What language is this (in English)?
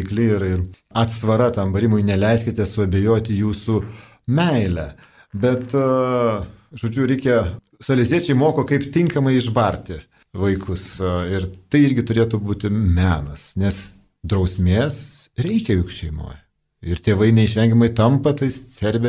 Lithuanian